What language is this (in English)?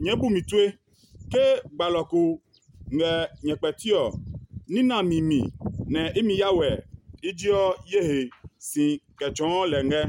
Adangme